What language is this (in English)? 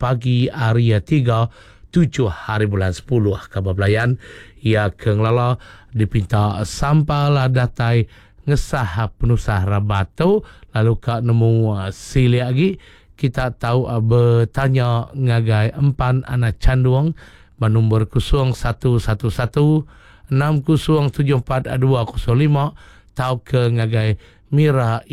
Iban